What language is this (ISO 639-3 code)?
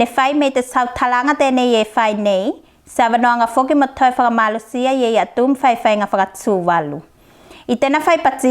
tvl